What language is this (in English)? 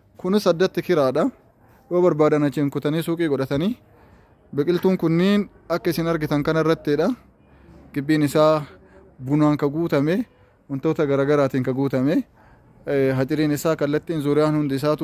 Oromo